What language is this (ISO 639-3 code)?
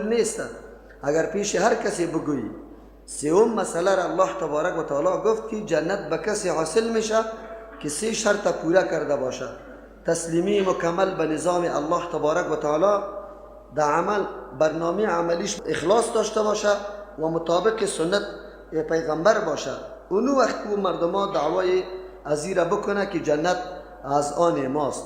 fas